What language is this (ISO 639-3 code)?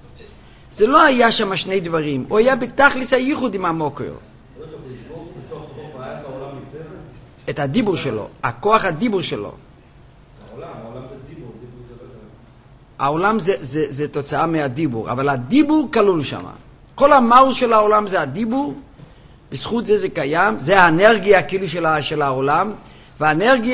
heb